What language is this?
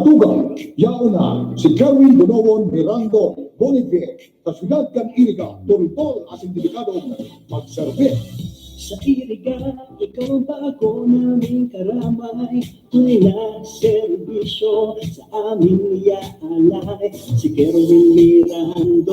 Bikol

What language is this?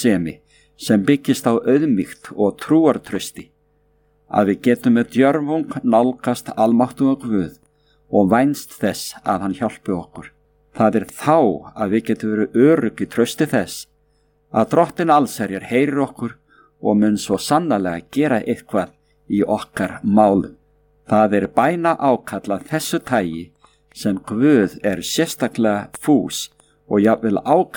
Icelandic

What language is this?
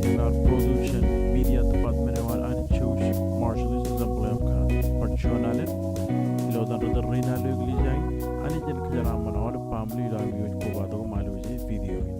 Marshallese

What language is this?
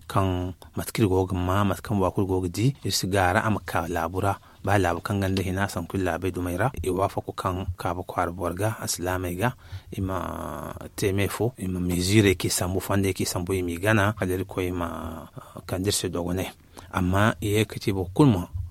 Zarma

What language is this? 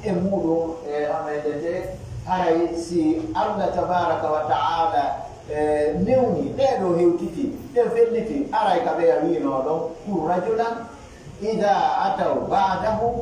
Pular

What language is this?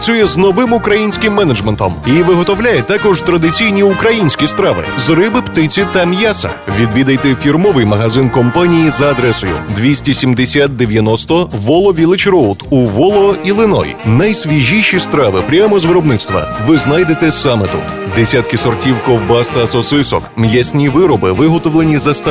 Ukrainian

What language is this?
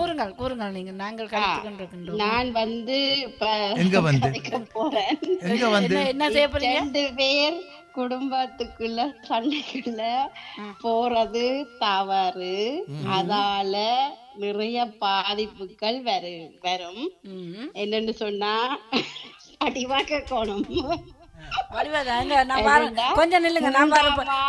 Tamil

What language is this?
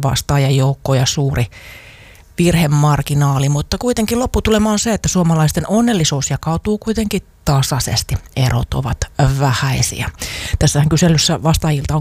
Finnish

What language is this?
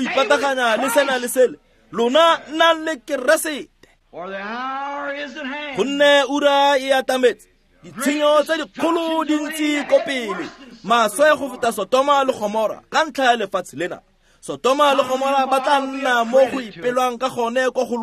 Tswana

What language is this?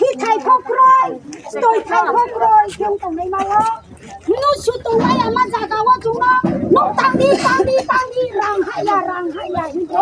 Riang (India)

